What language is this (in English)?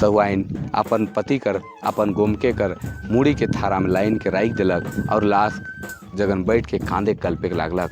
Sadri